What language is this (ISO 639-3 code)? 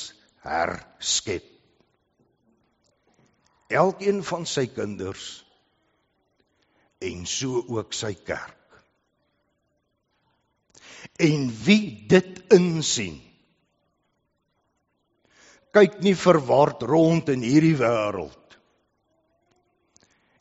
afr